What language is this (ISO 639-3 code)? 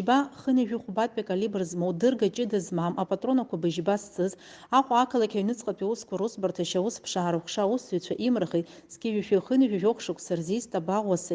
abk